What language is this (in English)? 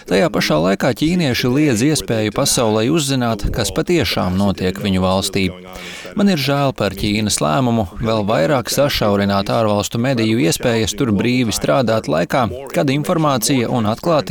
Latvian